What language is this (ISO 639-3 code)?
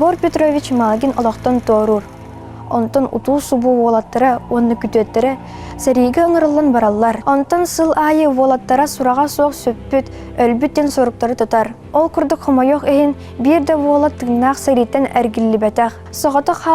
sah